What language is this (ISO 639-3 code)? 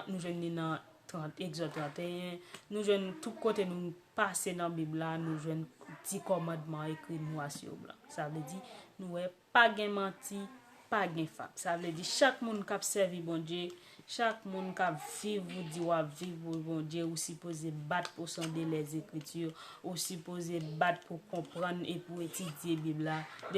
hat